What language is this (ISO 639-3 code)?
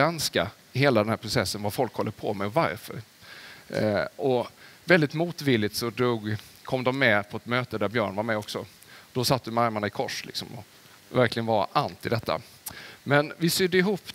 swe